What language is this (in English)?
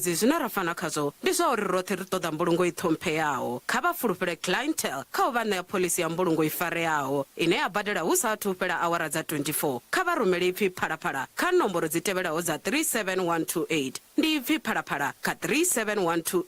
Venda